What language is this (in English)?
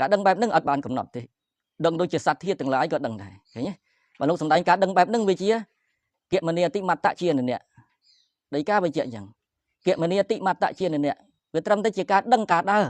Khmer